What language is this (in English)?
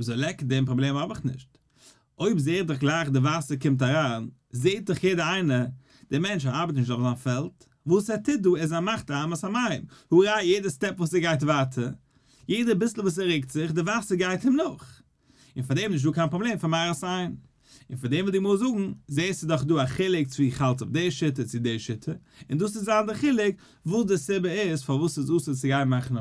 Yiddish